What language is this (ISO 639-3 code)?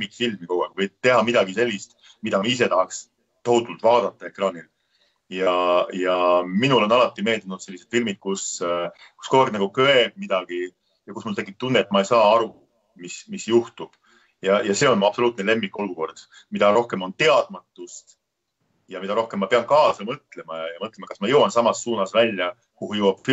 est